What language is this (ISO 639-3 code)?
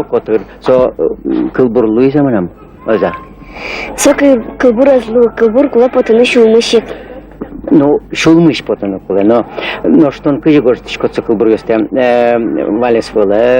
udm